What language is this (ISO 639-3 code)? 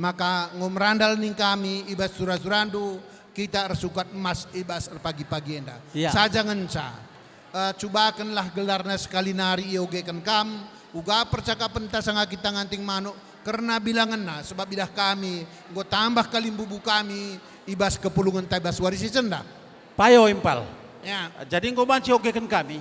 btx